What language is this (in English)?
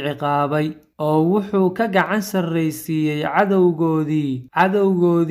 Somali